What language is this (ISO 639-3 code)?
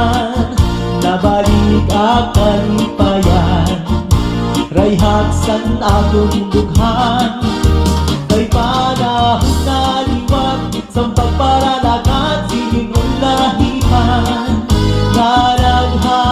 war